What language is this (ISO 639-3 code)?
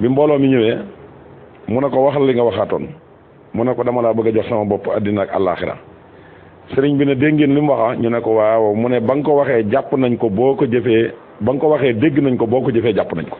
wol